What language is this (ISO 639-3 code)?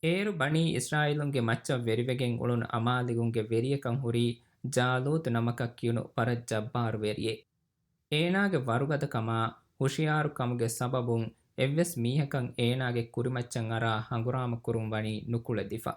div